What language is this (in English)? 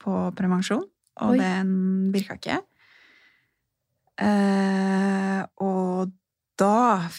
Norwegian